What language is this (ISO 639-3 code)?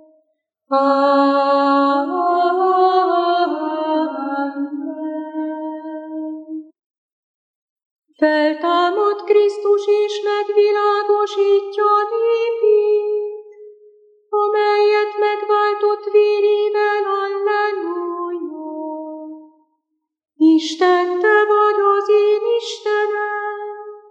hun